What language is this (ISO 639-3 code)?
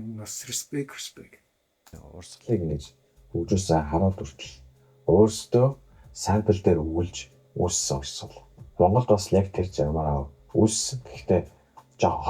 mon